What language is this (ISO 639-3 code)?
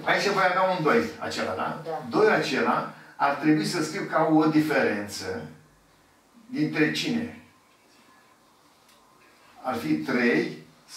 ron